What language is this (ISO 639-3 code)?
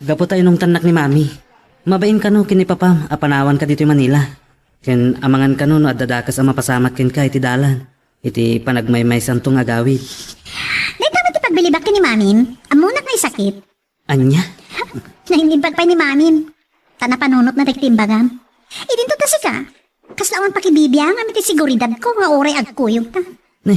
ilo